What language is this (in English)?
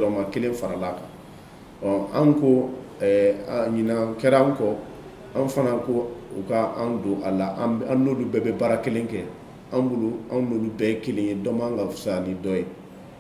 Bambara